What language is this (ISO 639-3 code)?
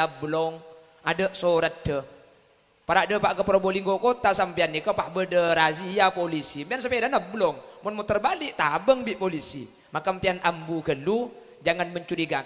mad